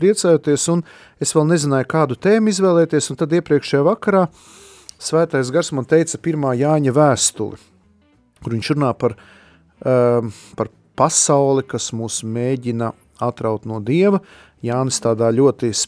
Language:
Latvian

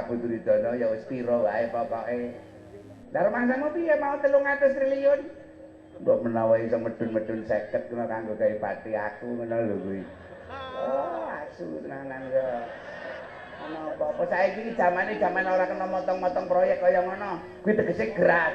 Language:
Javanese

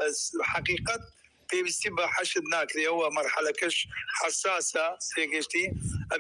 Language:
Central Kurdish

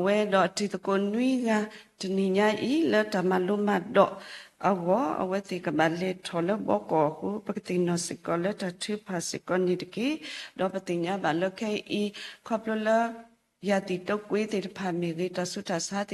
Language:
S'gaw Karen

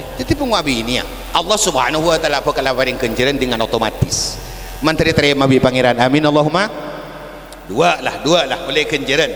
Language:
Madurese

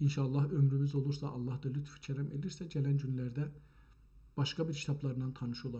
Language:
South Azerbaijani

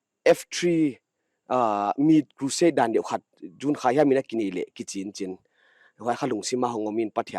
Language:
Paite Chin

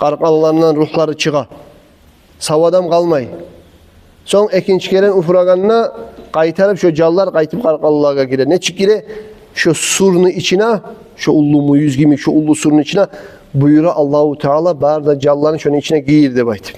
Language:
Kumyk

